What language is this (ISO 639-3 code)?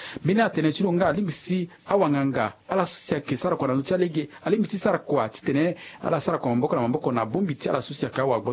sag